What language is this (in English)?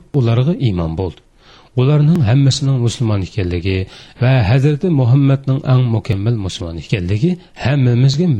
Uyghur